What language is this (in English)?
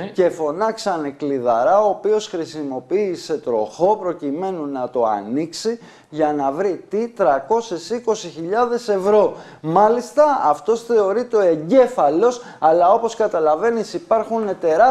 Greek